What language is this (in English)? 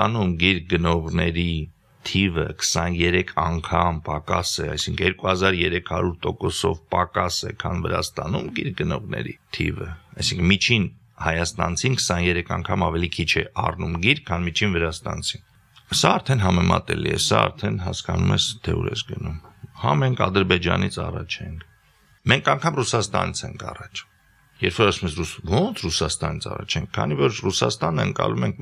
Armenian